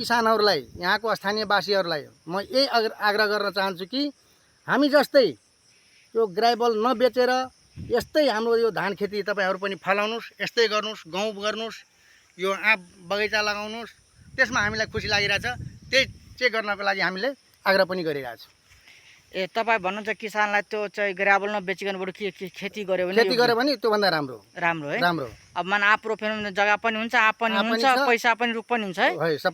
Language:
Nepali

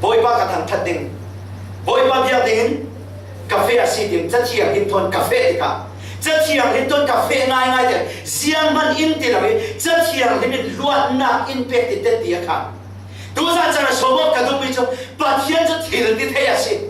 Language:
Falam Chin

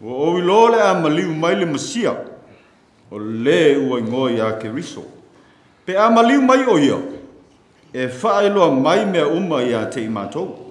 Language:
Samoan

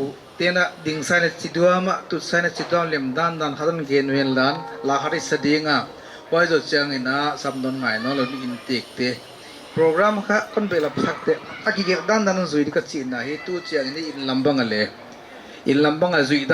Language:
Paite Chin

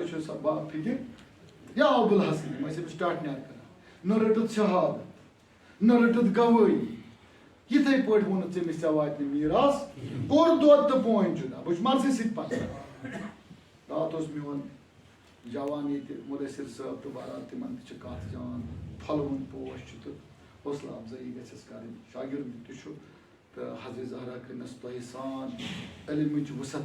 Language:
Kashmiri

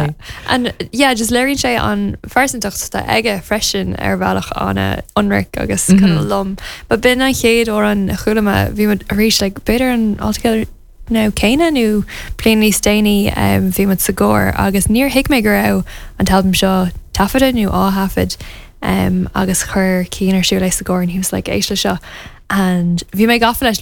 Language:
Irish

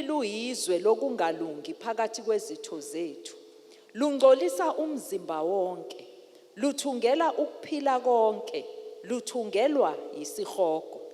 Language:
Zulu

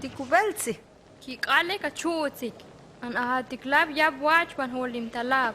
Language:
Huastec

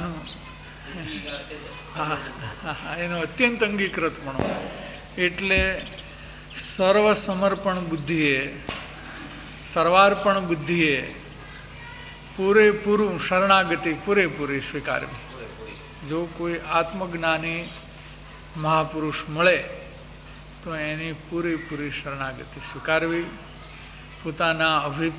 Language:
Gujarati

